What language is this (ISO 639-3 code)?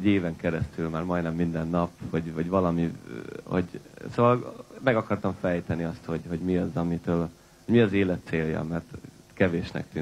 hun